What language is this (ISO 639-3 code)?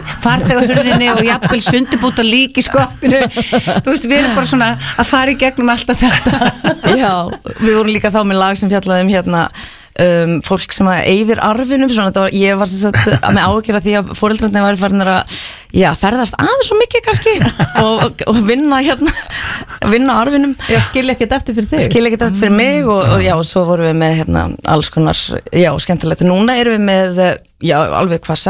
isl